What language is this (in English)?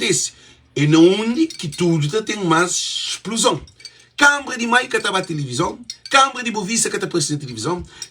Kabuverdianu